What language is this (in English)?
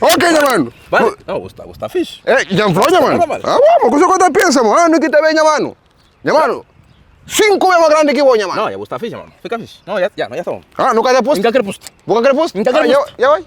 Kabuverdianu